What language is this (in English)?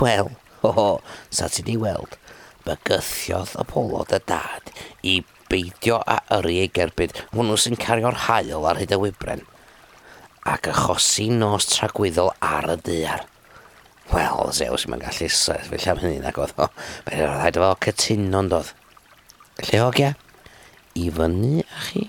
Welsh